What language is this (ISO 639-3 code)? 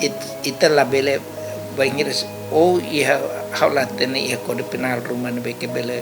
tet